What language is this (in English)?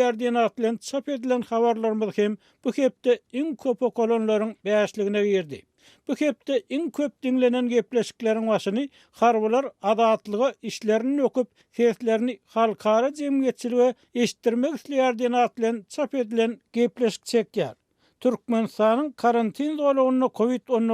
Turkmen